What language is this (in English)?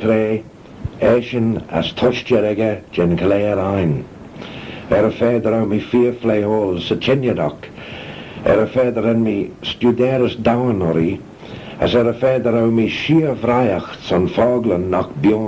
Manx